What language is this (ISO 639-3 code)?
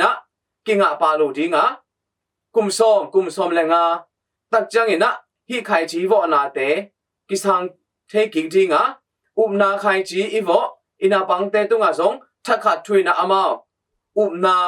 ctd